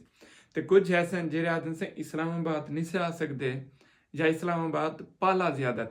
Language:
Saraiki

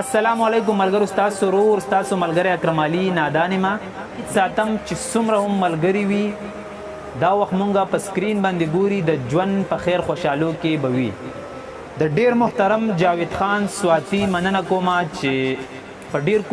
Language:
Pashto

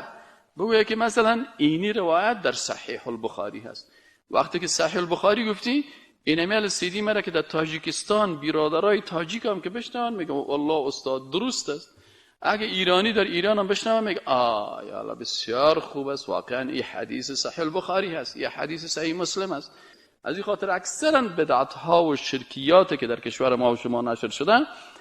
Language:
Persian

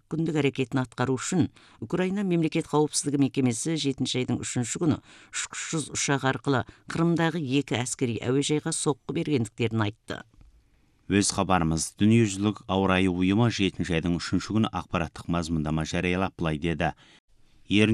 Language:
Kazakh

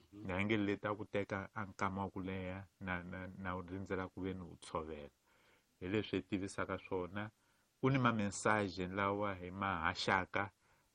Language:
Tsonga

